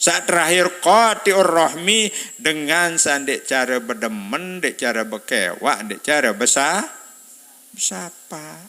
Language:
Sasak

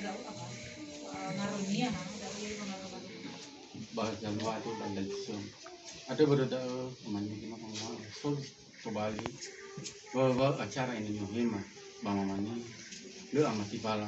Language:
Nias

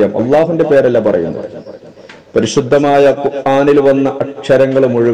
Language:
Malayalam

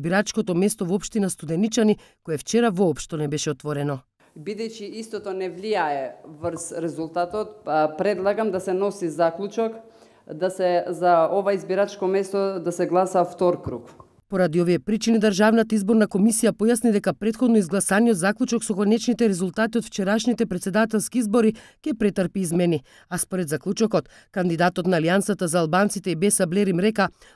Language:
Macedonian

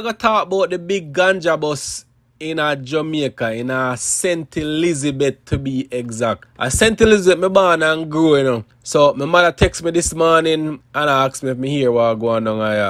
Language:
Jamaican Creole English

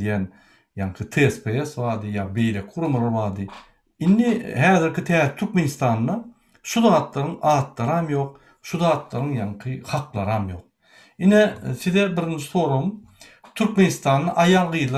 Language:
Turkmen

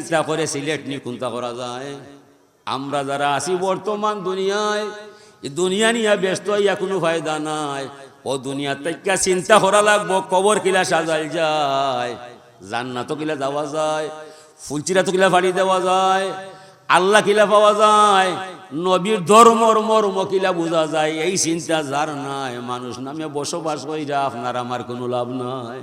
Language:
Sylheti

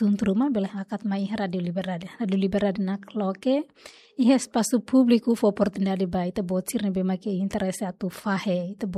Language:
Tetum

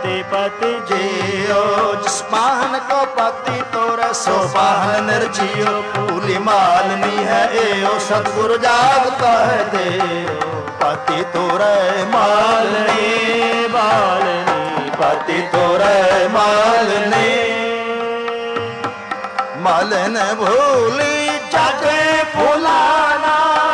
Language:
Punjabi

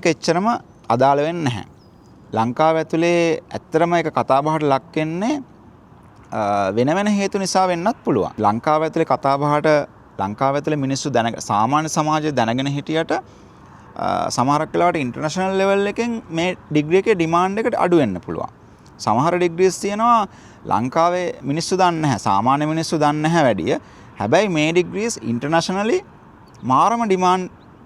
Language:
Sinhala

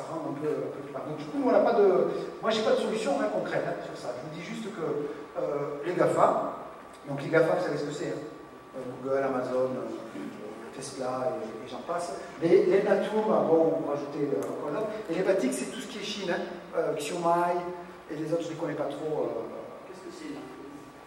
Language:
French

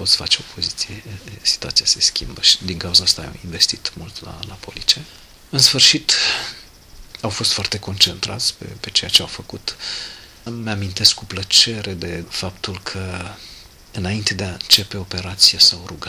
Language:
Romanian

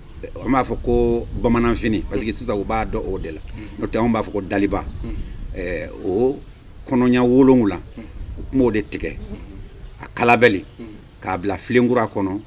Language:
Bambara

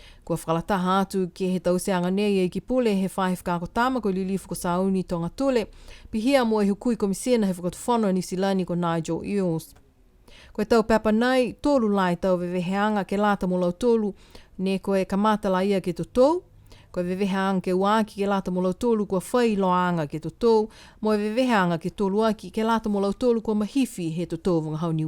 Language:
Niuean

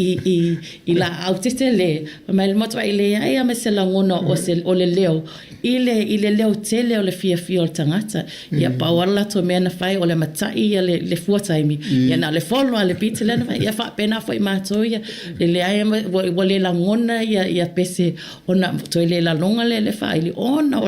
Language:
Samoan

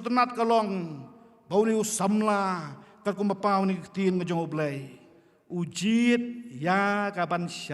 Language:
Khasi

